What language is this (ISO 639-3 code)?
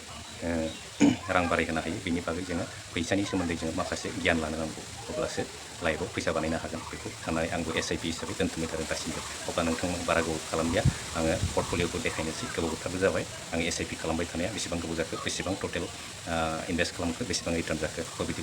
brx